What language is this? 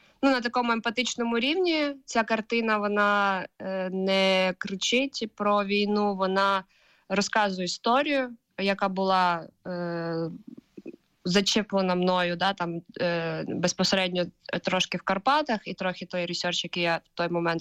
Ukrainian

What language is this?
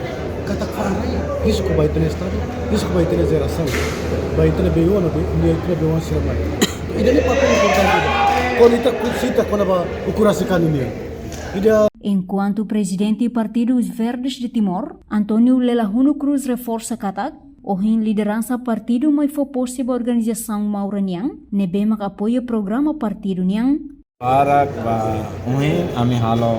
Tetum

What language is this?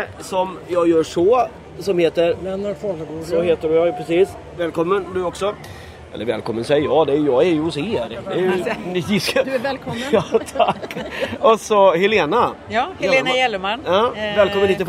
Swedish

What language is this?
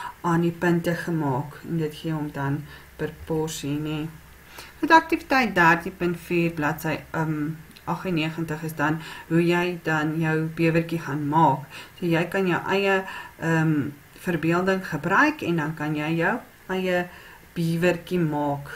Afrikaans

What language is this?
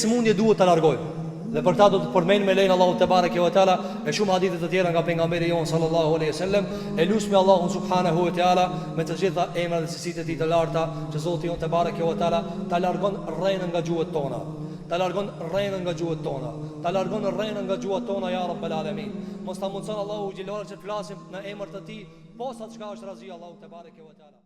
Albanian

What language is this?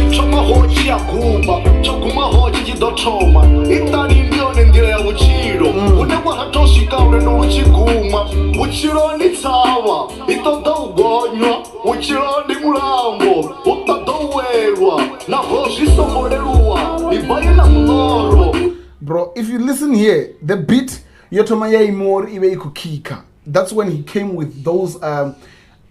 Venda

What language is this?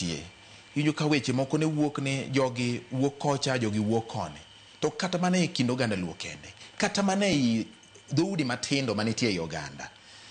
Luo (Kenya and Tanzania)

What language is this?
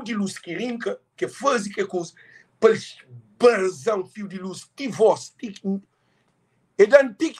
Kabuverdianu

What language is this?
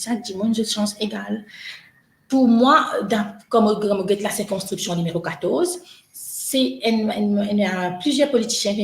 Morisyen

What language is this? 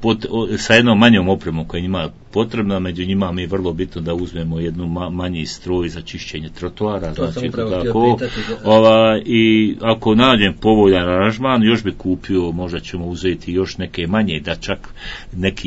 Croatian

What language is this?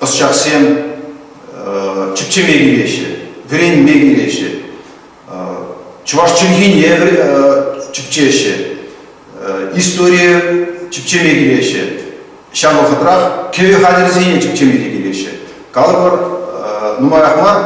Chuvash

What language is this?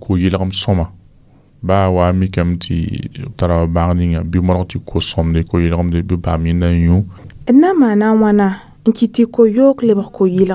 Mossi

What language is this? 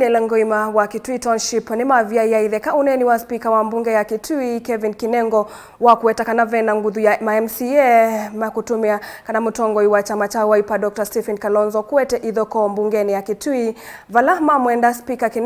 Kamba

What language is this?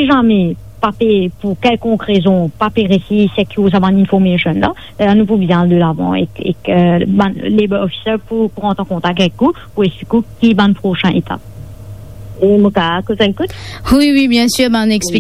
Morisyen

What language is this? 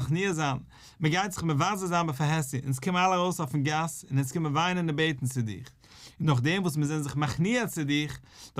Yiddish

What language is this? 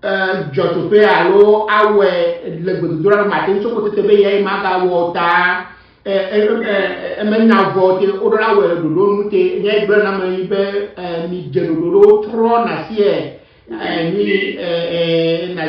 Ewe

